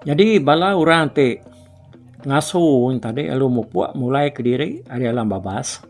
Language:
Iban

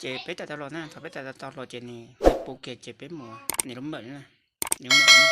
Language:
Hmong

